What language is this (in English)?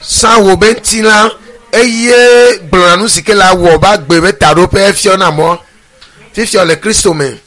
Ewe